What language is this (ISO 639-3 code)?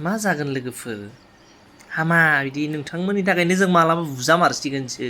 brx